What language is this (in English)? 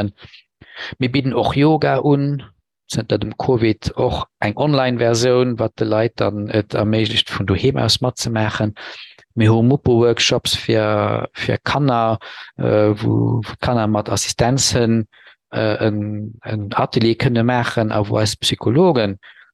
Luxembourgish